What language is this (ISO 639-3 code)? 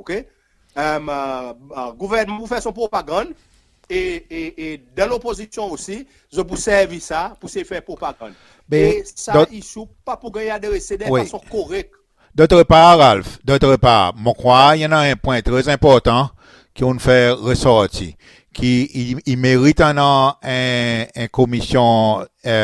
crs